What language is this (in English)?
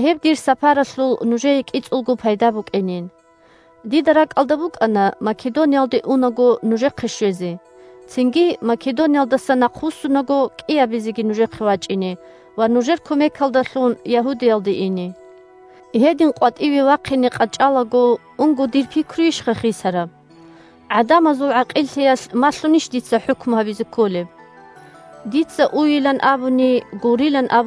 Avaric